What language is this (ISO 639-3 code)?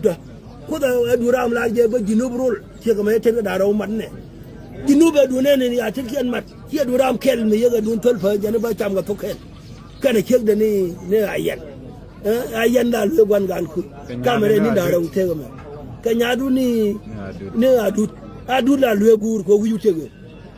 nus